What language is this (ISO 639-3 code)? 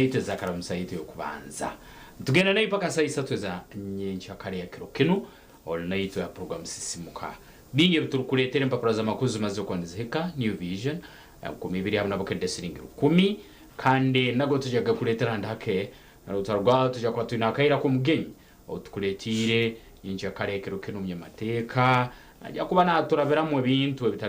nyn